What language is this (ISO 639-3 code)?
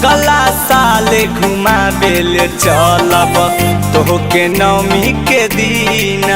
mag